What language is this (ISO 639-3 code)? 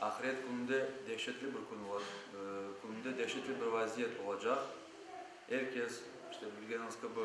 crh